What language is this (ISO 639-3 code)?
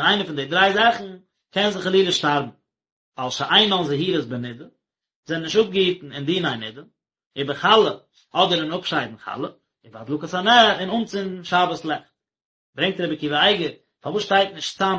yid